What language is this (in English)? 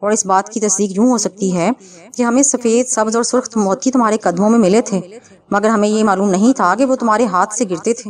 Urdu